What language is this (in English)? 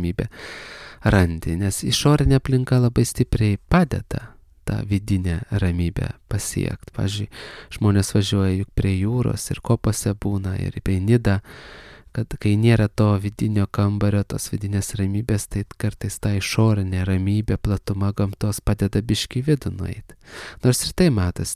Lithuanian